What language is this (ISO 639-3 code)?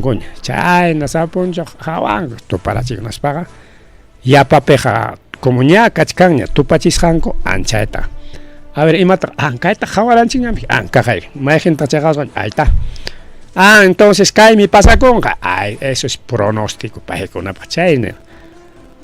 quy